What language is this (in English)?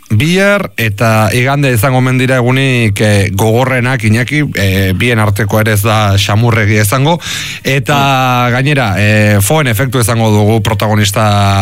Basque